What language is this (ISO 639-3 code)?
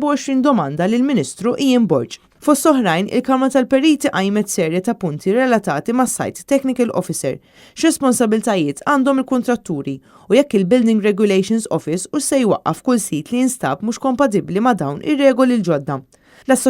mlt